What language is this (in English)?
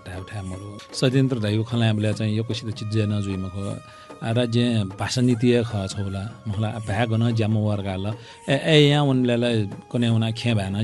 Newari